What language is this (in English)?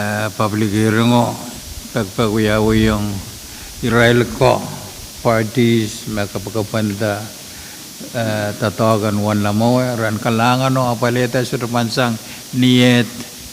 Pohnpeian